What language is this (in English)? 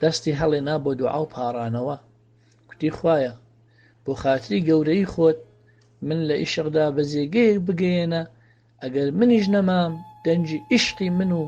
Central Kurdish